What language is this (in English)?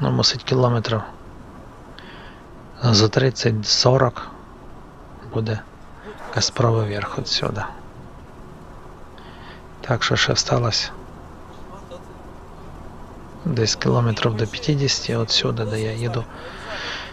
Ukrainian